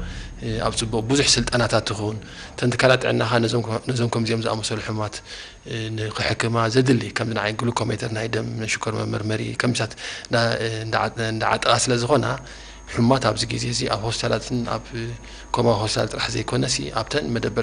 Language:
Tigrinya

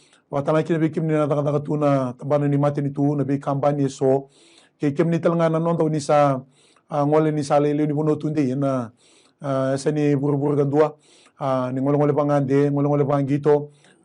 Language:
Fijian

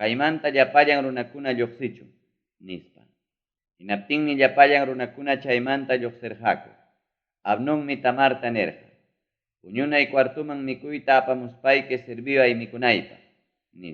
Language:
Ayacucho Quechua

